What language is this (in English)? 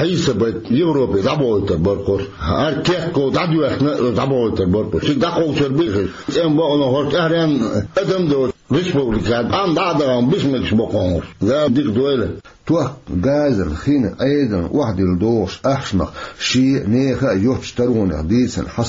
Chechen